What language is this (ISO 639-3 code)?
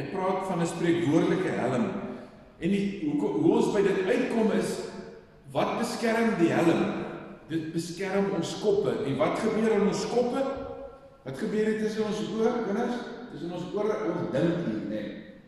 afr